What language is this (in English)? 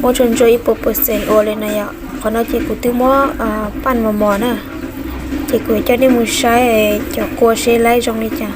Hmong